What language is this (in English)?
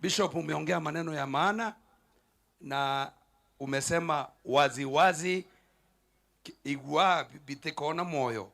Meru